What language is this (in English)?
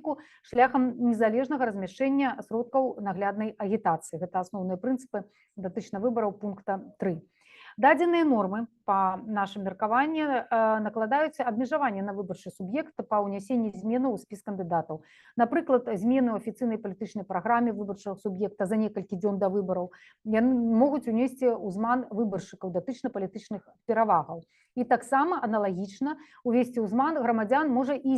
Belarusian